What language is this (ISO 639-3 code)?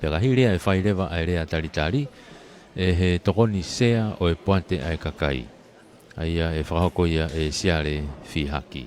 ton